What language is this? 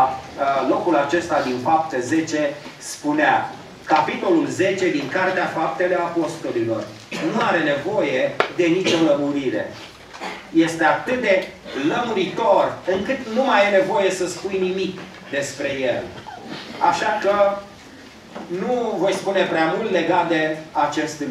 Romanian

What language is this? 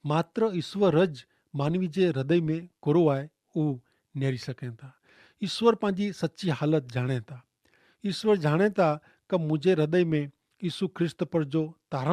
Kachhi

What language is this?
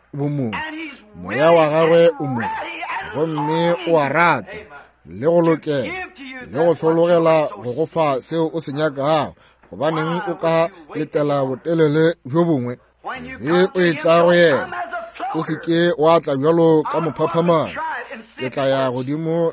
Northern Sotho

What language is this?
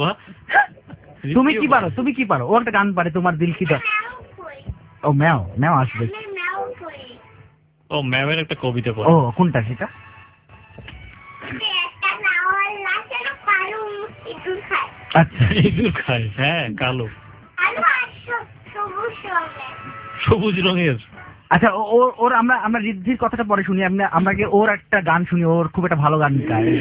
Bangla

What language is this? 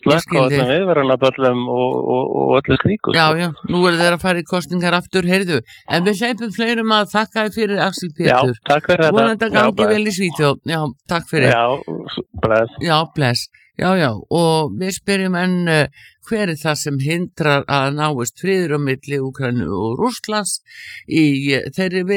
Icelandic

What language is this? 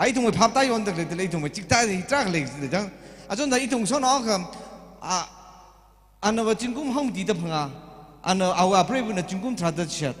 Tangkhul Naga (India)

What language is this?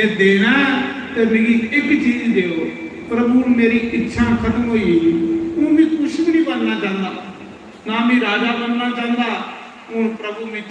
Dogri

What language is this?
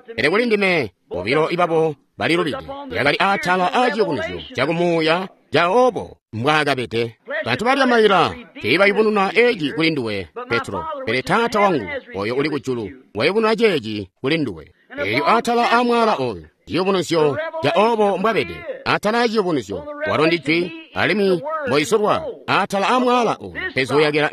Tonga (Zambia)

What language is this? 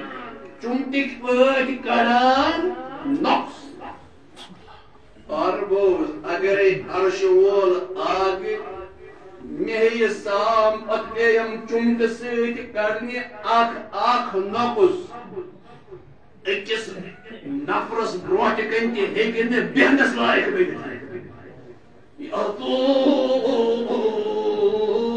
Kashmiri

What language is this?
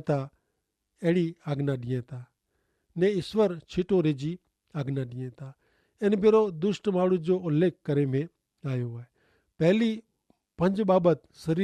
Kachhi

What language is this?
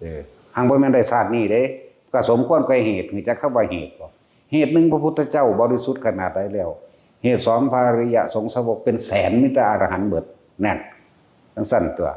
Lao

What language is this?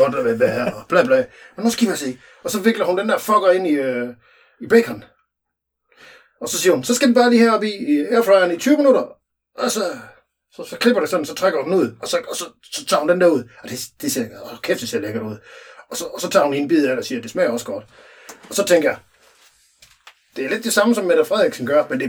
Danish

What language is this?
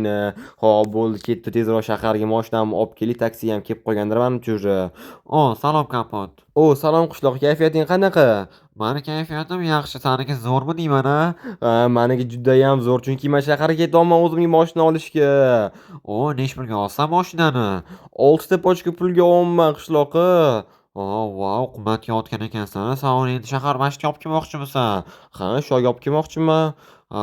Uzbek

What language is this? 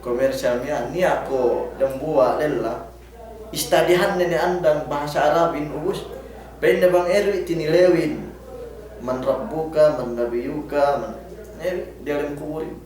Yakan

